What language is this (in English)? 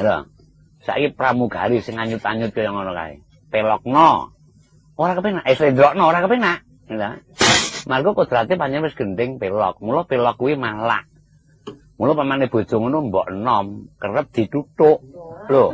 Javanese